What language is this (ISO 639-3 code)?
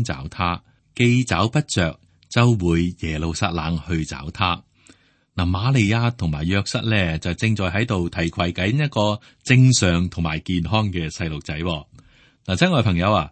yue